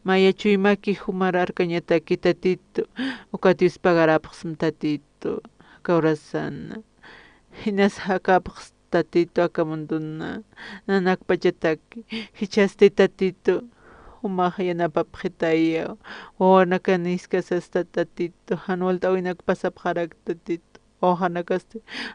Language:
Aymara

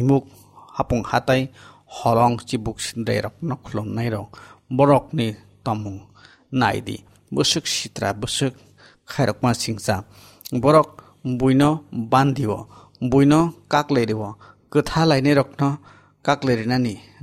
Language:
Kok Borok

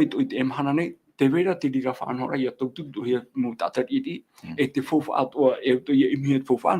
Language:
Tahitian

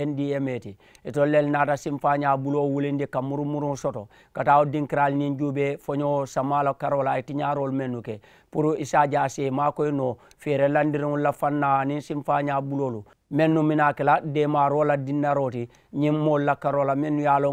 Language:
Mandingo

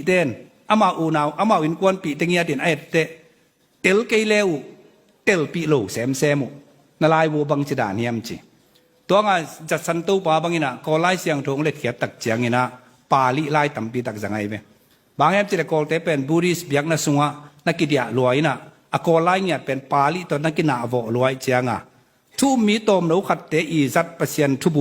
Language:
Tedim Chin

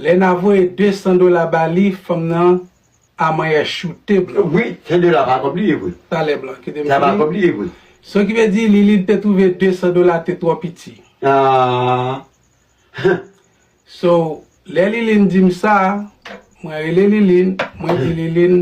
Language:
Haitian Creole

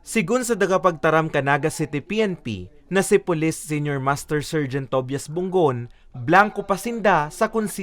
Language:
Bikol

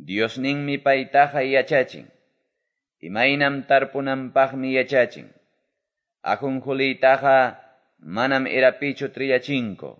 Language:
Quechua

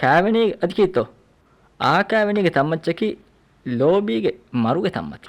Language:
Divehi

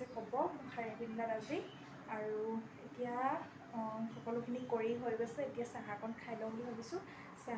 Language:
Assamese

